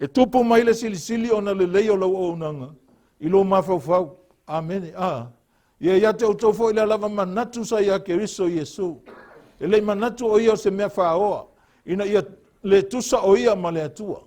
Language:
Samoan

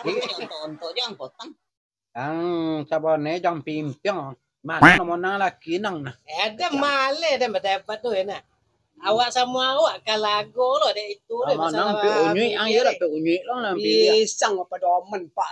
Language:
Minangkabau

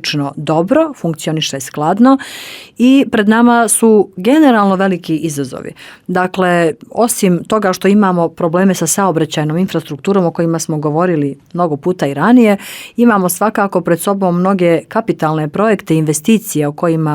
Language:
Bosnian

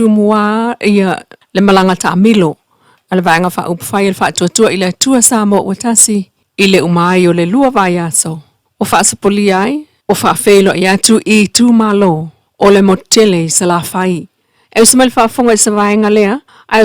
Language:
Samoan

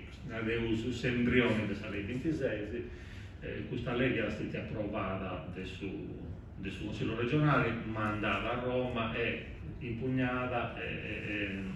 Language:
Sardinian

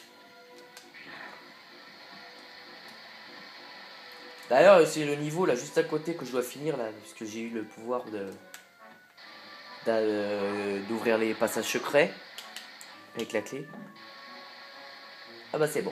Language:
French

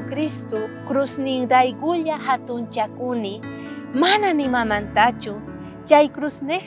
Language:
South Bolivian Quechua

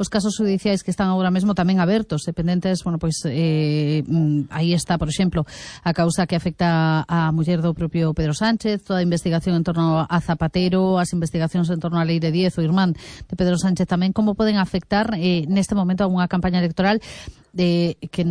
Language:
Galician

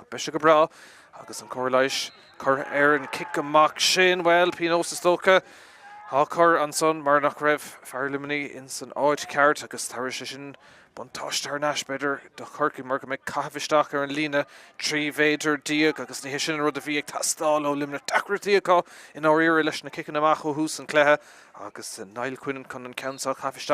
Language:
Irish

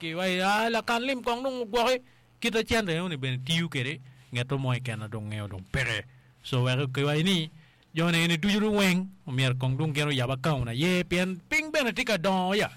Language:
Acoli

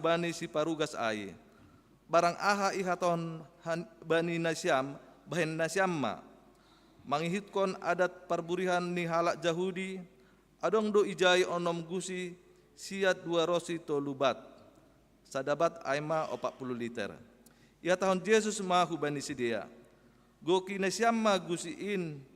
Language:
Batak Simalungun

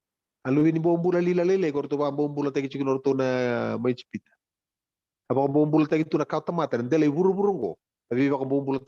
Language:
Fijian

